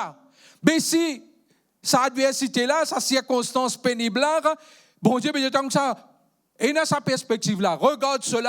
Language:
Morisyen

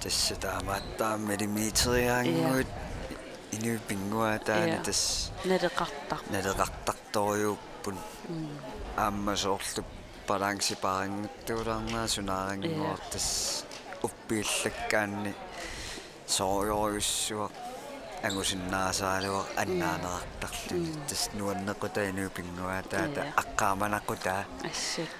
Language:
Kalaallisut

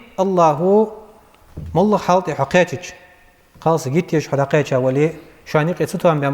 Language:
Ingush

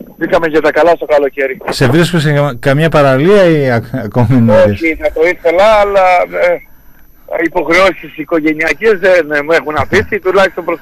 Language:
Greek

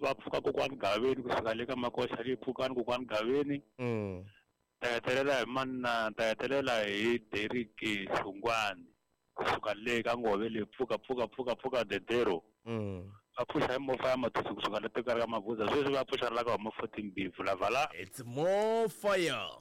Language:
Tsonga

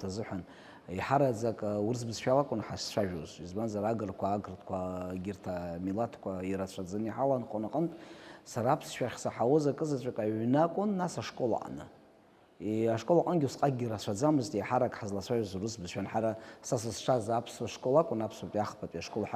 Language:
Abkhazian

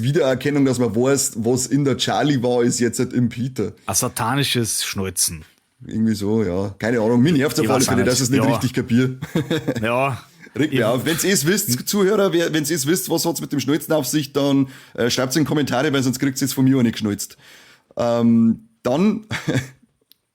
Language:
Bavarian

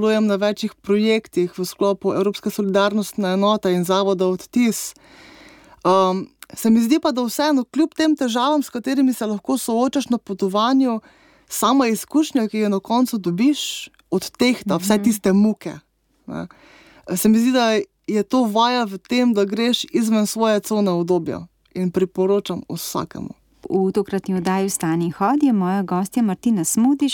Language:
Slovenian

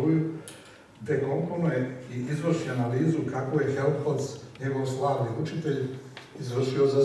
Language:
Serbian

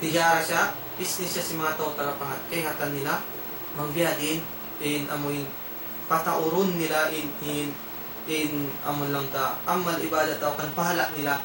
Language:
Tausug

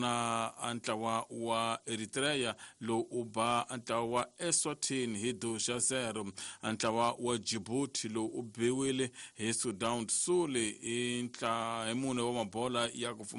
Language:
Tsonga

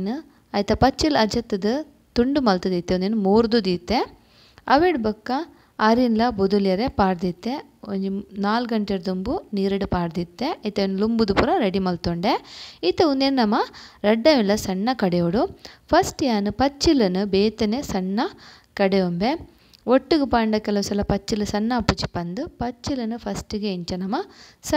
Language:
Tulu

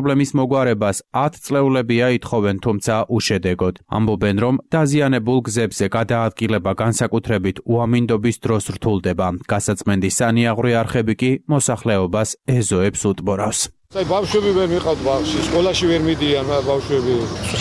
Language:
Georgian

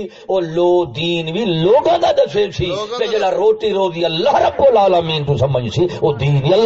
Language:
Saraiki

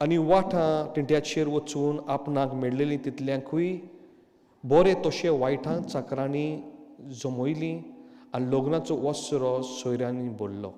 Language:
Konkani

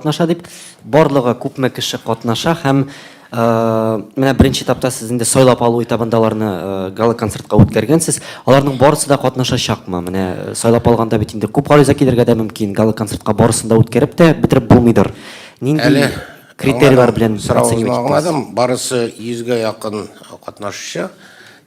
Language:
Tatar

